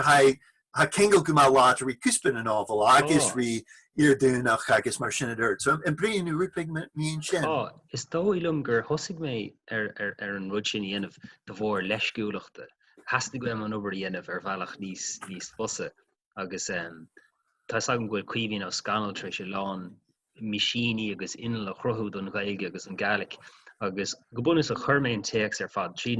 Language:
Irish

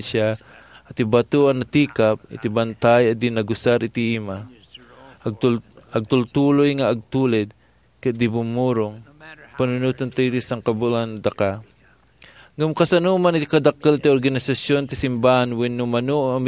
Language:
Iloko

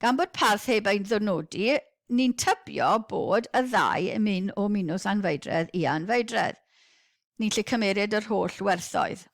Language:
Welsh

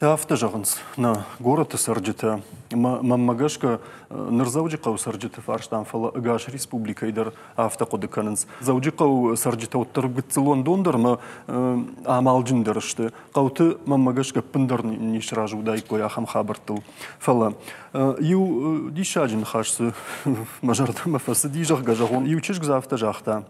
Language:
Ossetic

